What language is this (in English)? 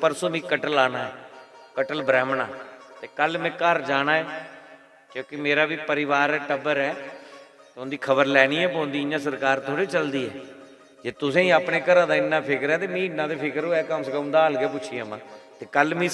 Dogri